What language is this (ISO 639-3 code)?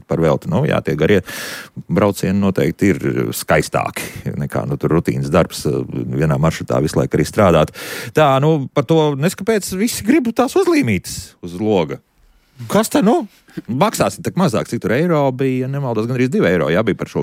lav